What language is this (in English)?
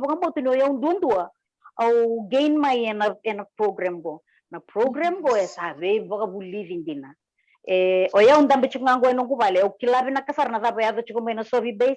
Fijian